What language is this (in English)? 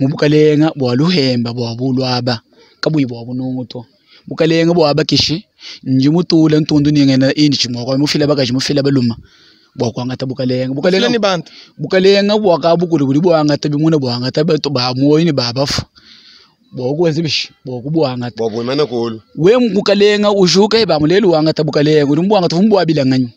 Luba-Lulua